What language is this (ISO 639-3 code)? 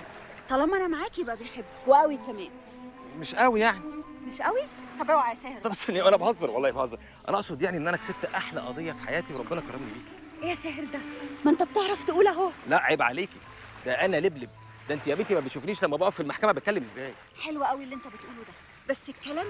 arz